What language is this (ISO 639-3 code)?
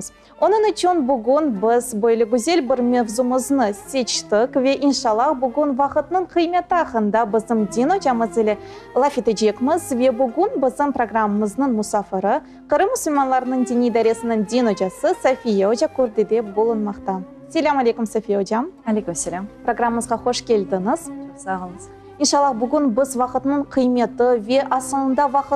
crh